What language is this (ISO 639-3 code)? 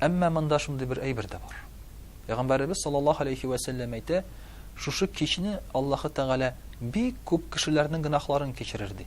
tat